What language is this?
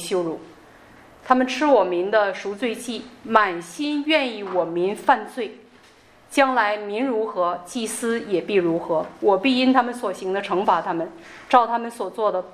Chinese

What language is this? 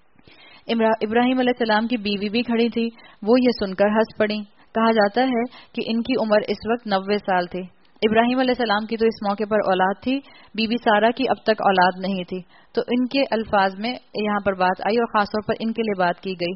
Urdu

